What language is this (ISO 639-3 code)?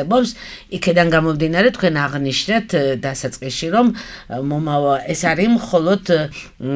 kat